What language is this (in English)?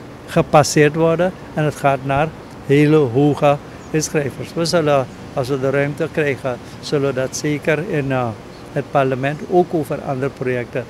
Dutch